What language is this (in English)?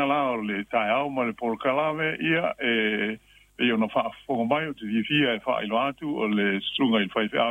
Samoan